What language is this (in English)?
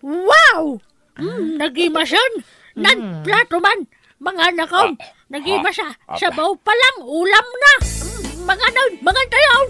Iloko